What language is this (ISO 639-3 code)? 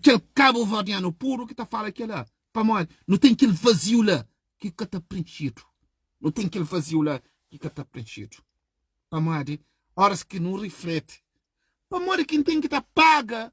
kea